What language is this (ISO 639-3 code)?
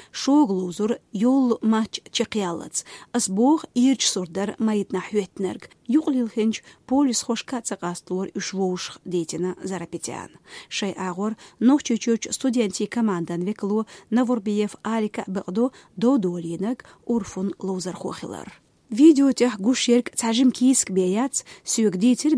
che